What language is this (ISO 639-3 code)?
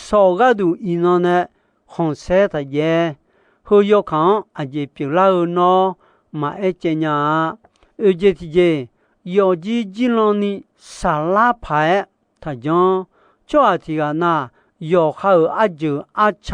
ahk